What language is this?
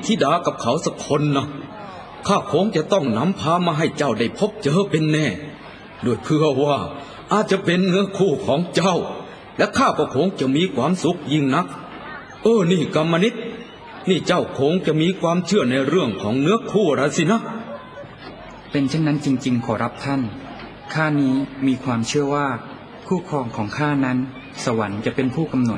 Thai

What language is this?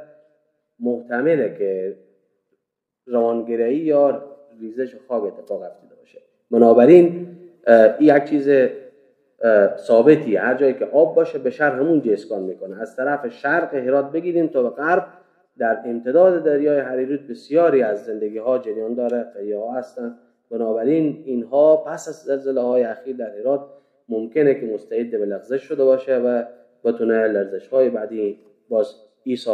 Persian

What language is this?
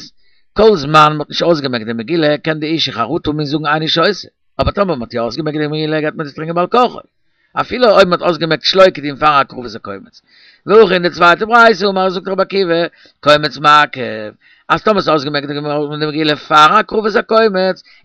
Yiddish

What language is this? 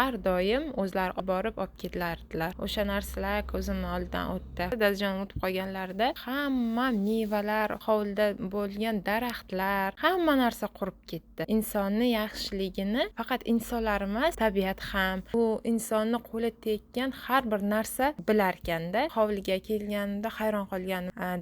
Uzbek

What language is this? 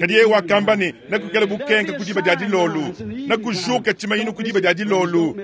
Luba-Lulua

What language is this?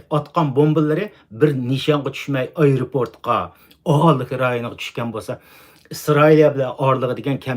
Uyghur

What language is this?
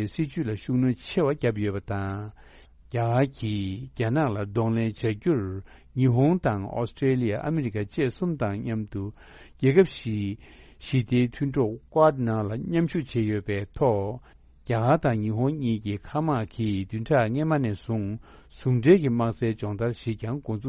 Tibetan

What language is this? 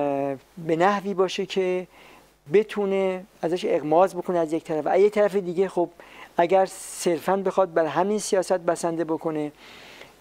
Persian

